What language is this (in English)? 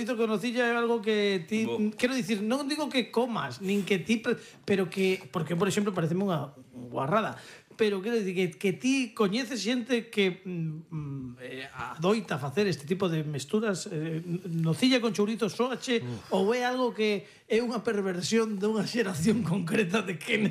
Galician